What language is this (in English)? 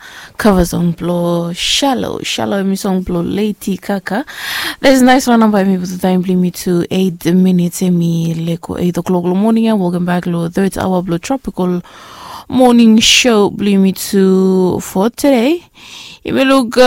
Bislama